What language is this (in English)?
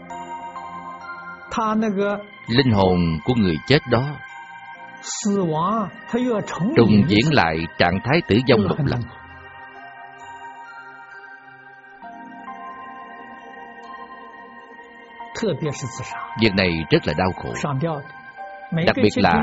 Vietnamese